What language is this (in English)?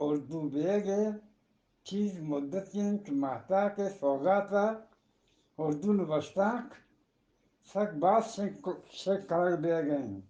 Eastern Balochi